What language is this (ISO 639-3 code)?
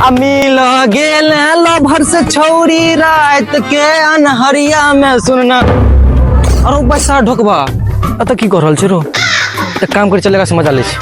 mai